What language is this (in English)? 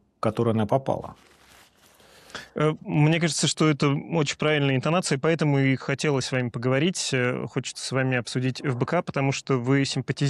Russian